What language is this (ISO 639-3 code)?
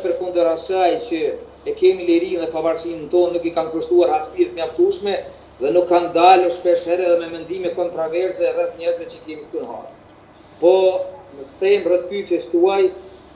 sqi